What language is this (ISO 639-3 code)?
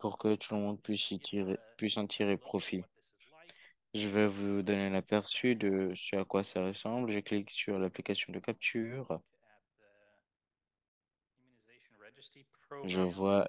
fra